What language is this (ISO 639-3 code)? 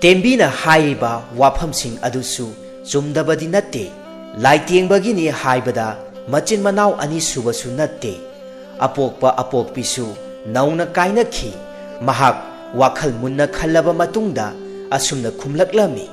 mni